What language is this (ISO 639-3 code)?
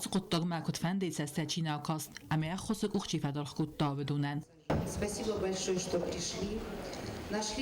oss